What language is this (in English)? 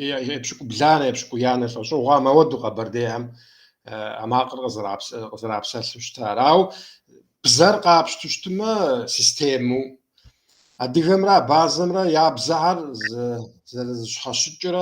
Kabardian